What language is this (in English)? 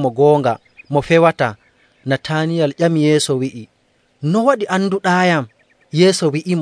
Nigerian Fulfulde